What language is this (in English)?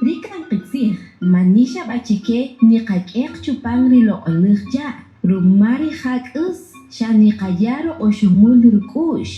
Kaqchikel